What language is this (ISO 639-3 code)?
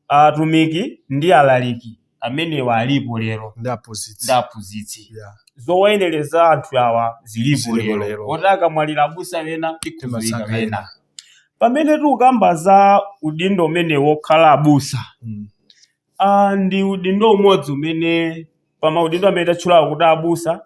nya